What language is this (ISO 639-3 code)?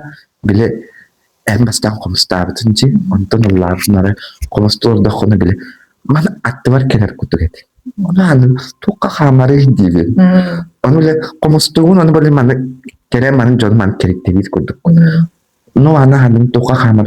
sah